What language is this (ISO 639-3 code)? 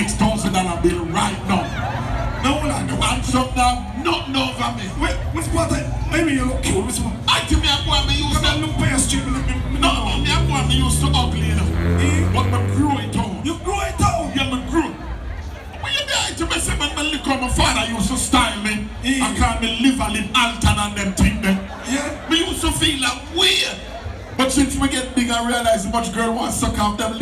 jam